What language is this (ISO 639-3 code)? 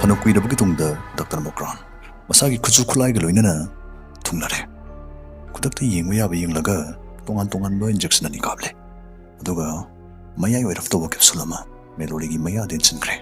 mni